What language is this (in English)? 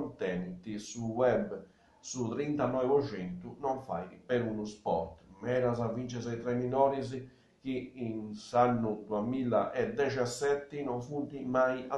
Sardinian